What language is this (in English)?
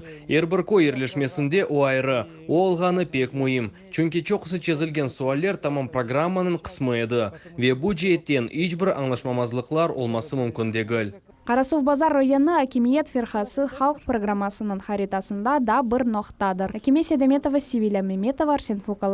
Crimean Tatar